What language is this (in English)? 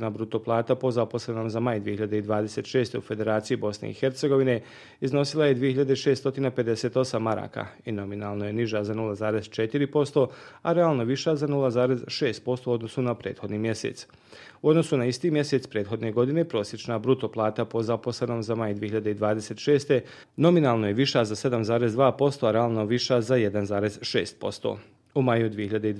Bosnian